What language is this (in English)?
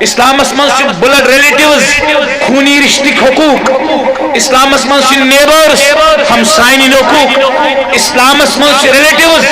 Kashmiri